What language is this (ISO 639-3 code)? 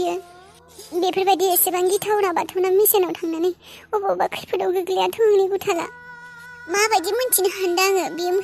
brx